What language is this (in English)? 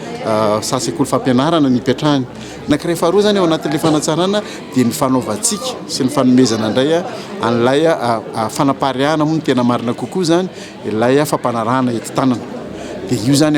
Malagasy